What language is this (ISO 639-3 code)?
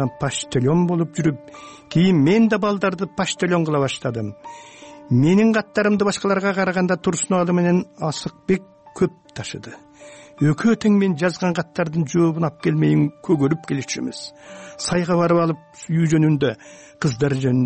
kir